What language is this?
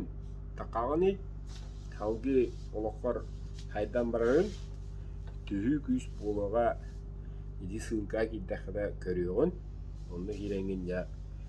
Yakut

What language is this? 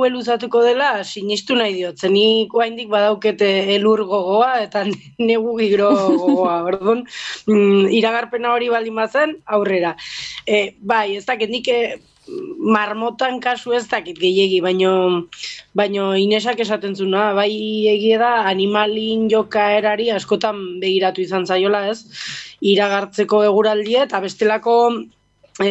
Basque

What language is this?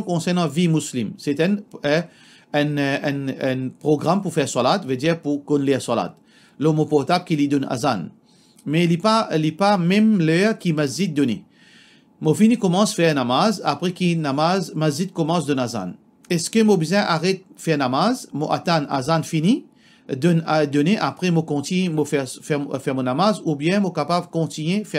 Morisyen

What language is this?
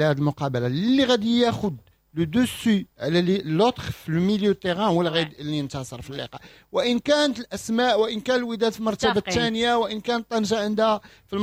Moroccan Arabic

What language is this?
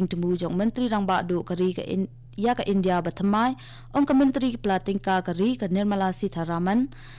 Khasi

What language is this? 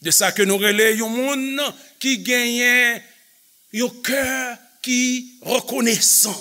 Haitian Creole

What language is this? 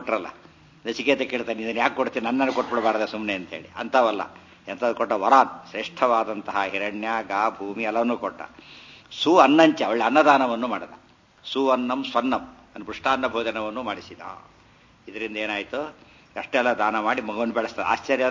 Kannada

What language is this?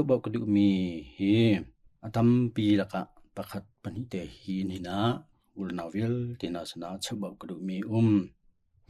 Hakha Chin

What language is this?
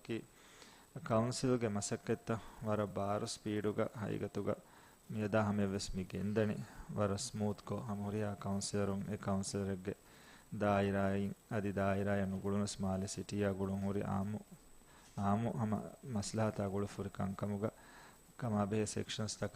Divehi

